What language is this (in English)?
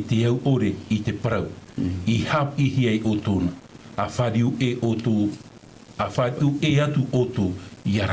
Tahitian